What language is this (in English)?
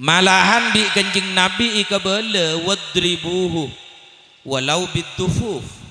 Madurese